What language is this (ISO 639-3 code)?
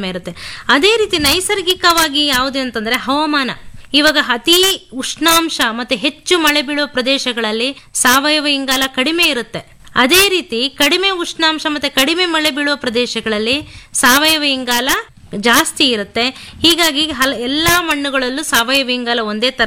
kan